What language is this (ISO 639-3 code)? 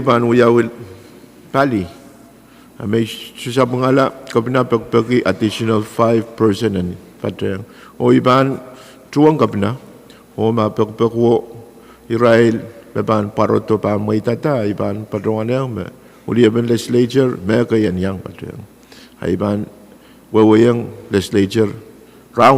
pon